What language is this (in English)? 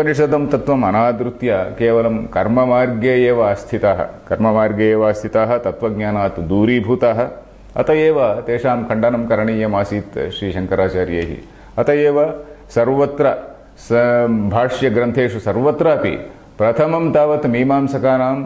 Sanskrit